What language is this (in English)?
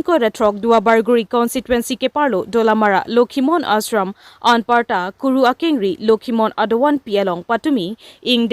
Karbi